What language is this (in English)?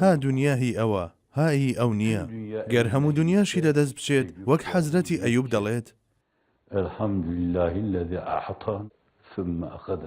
Central Kurdish